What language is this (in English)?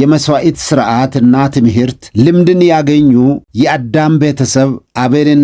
Amharic